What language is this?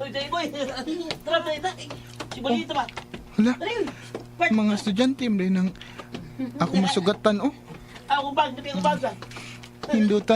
Cebuano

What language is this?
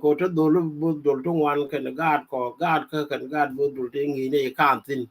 Nuer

